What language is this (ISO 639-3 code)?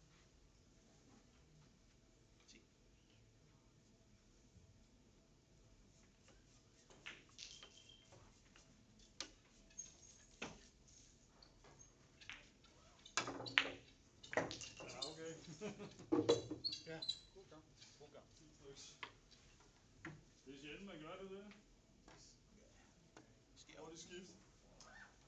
dan